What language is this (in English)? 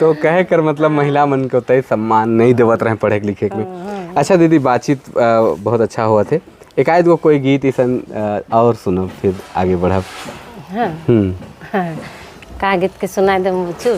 Sadri